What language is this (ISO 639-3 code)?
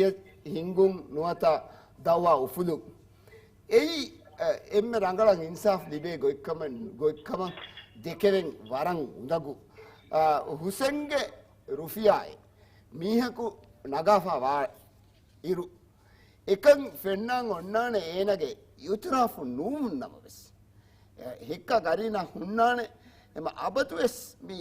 div